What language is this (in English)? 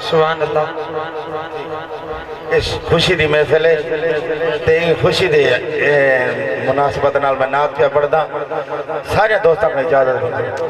Saraiki